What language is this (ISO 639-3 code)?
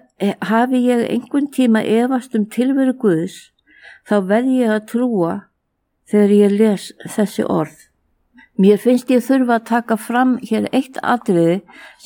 isl